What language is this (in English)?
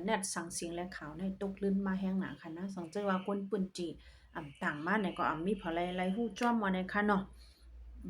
Shan